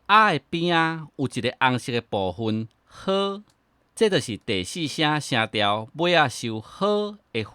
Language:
Min Nan Chinese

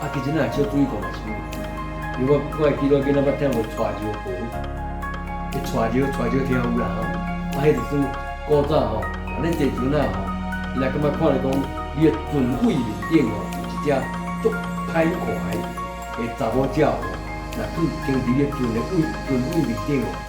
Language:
Min Nan Chinese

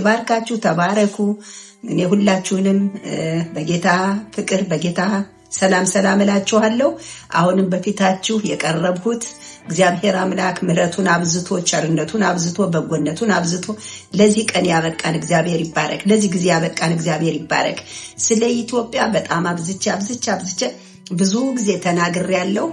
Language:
Amharic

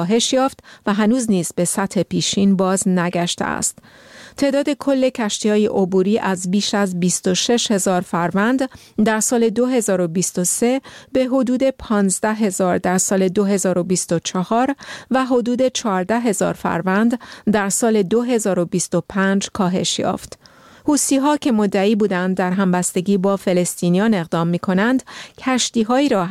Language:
Persian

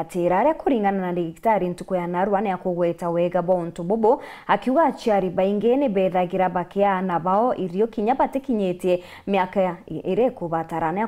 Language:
Meru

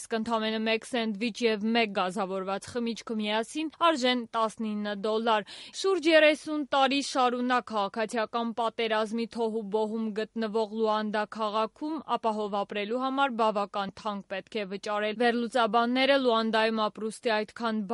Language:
Armenian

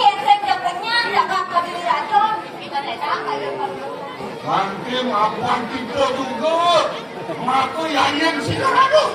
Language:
Balinese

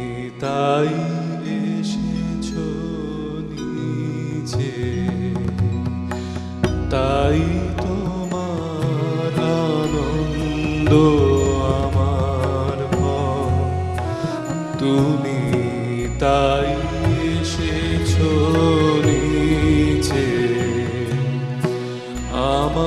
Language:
Bangla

